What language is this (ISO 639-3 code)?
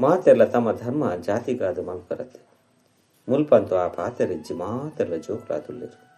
tcy